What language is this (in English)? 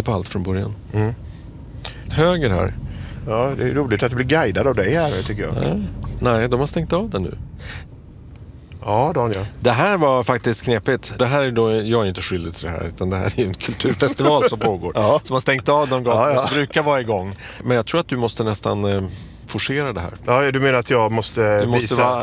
Swedish